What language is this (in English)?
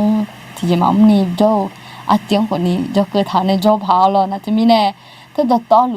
Akha